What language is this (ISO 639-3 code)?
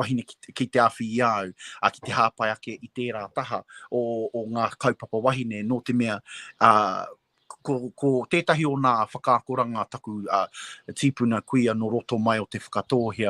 mri